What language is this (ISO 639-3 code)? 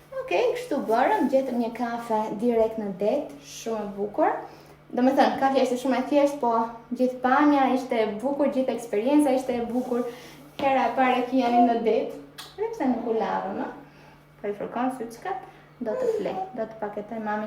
sqi